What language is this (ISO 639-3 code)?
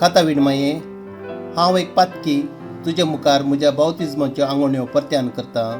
kok